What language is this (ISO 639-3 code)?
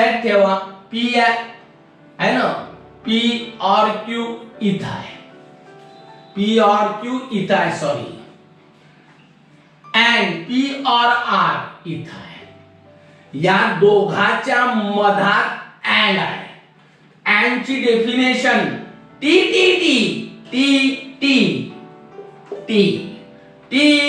mar